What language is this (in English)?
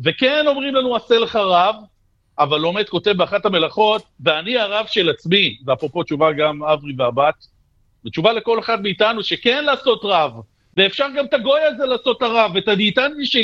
Hebrew